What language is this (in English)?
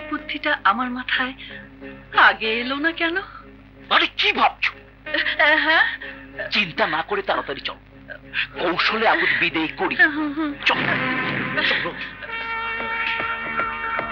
Bangla